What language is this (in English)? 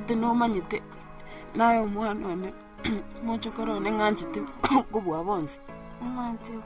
Gusii